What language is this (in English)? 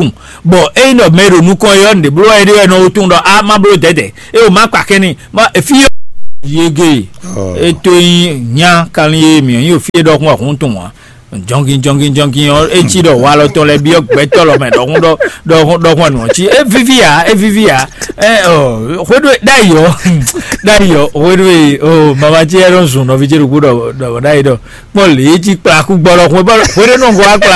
Fon